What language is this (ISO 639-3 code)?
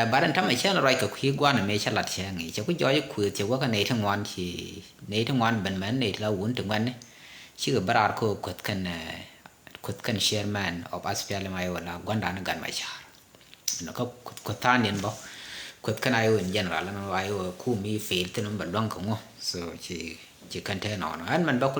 nus